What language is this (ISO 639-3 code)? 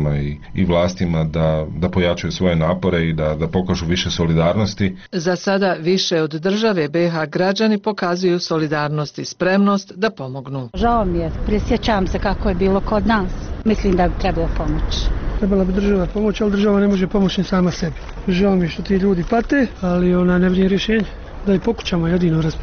bos